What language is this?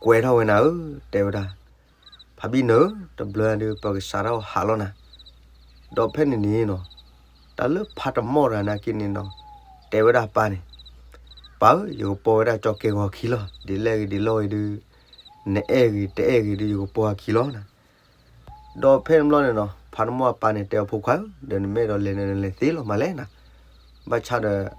S'gaw Karen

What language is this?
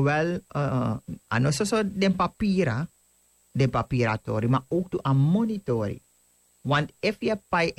Sranan Tongo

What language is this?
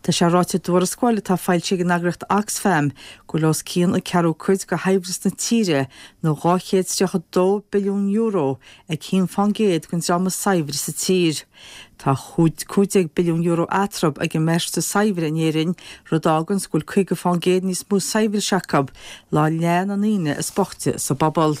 Irish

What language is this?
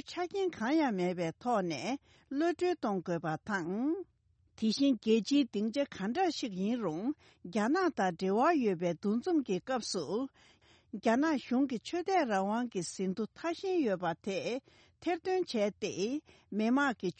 Tibetan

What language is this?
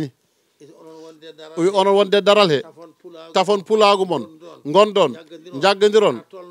Fula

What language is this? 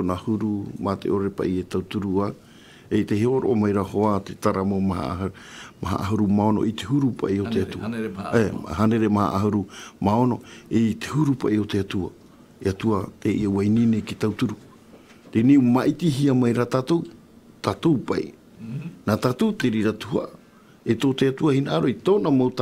Tahitian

